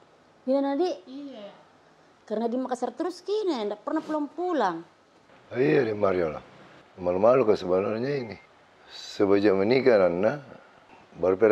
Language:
Makassar Malay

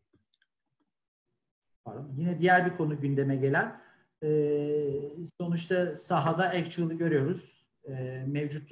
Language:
Turkish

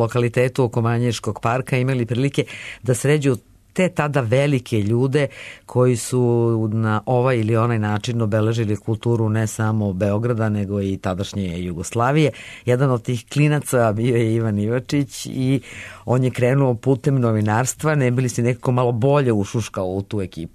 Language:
Serbian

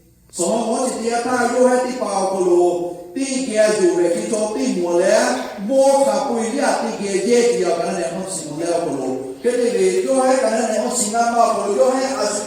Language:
Lahu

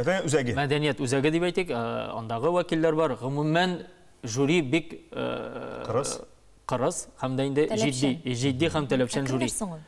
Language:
Tatar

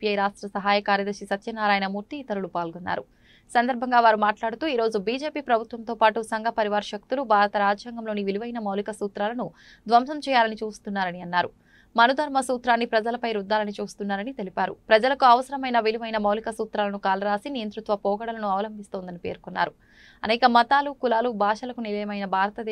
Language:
Telugu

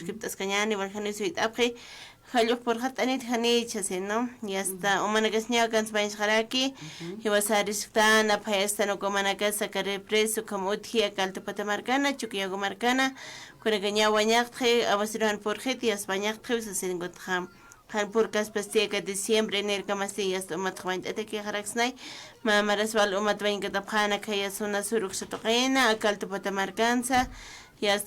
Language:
Aymara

